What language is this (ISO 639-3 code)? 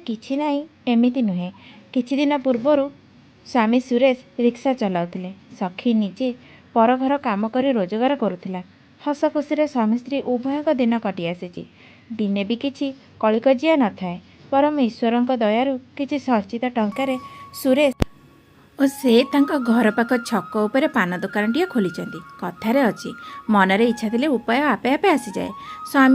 ori